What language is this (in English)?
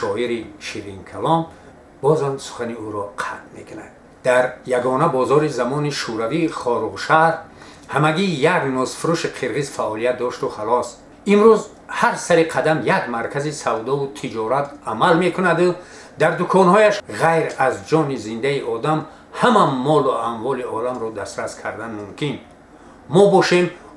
Tajik